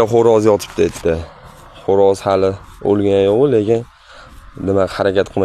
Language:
Uzbek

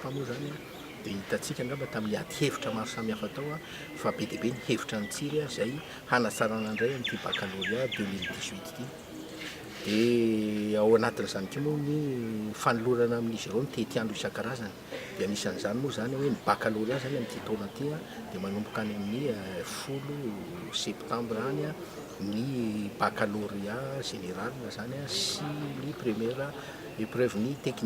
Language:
Malagasy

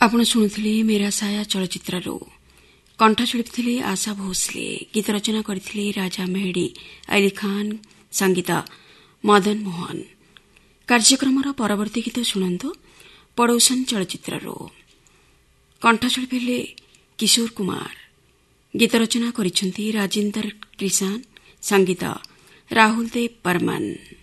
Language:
Odia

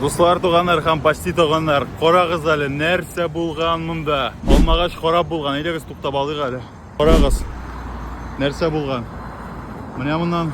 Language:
Tatar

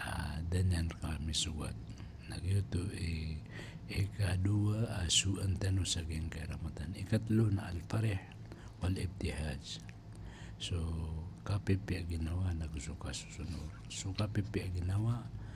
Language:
Maranao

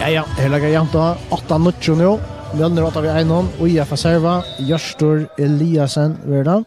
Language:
Faroese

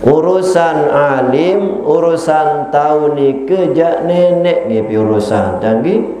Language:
Sasak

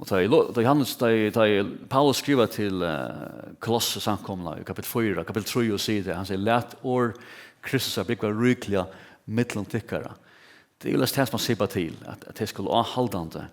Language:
Faroese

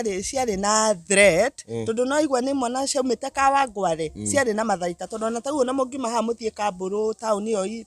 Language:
Kikuyu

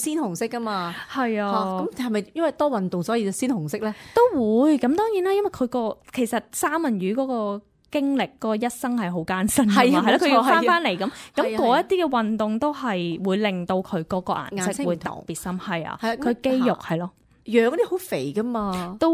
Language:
Cantonese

